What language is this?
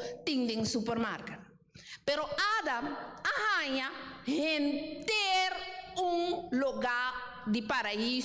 Papiamento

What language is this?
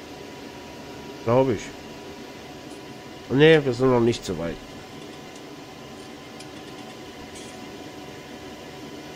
German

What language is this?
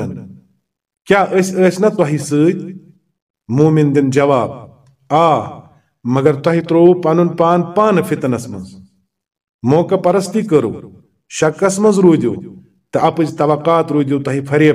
Kashmiri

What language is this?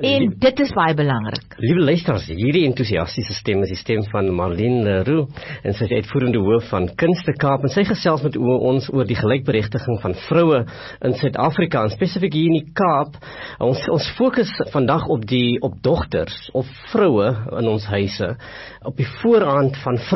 Afrikaans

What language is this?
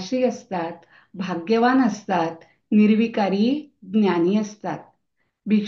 Marathi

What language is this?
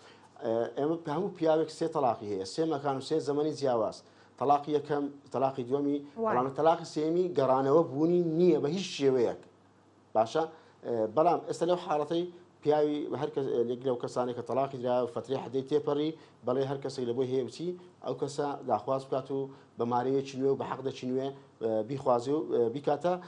Central Kurdish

